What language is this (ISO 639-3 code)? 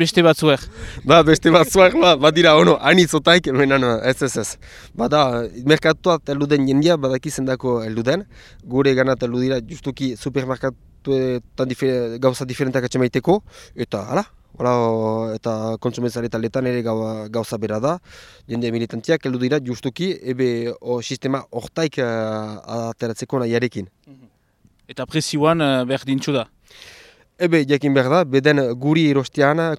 eus